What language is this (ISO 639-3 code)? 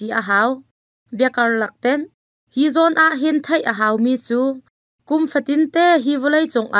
cnh